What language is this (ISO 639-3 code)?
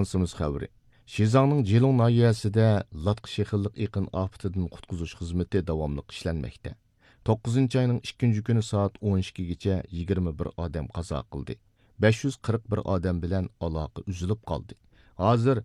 uig